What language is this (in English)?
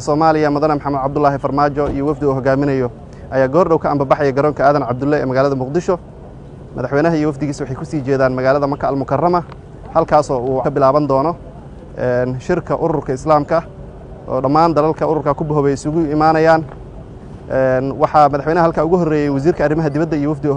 Somali